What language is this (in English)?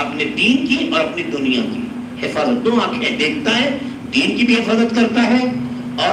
Urdu